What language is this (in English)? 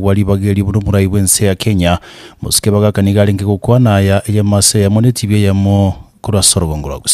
Gusii